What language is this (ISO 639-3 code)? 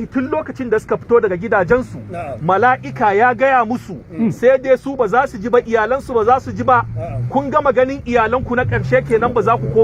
hau